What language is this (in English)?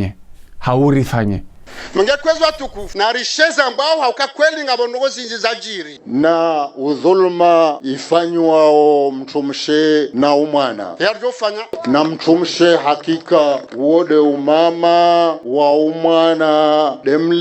Ngazidja Comorian